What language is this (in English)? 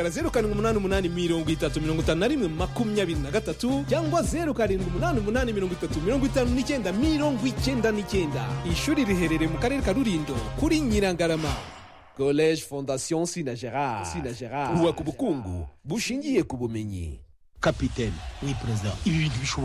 Kinyarwanda